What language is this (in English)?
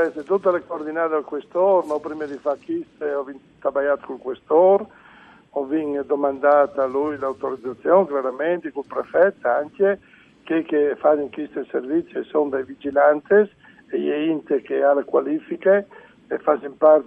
Friulian